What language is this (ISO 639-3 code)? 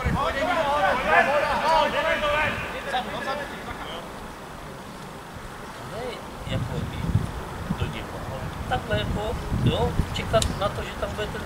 ces